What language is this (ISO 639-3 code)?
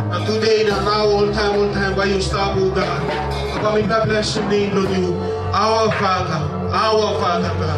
tpi